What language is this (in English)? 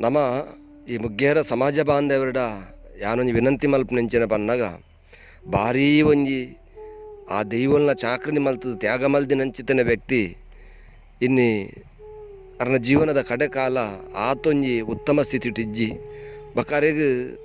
Tulu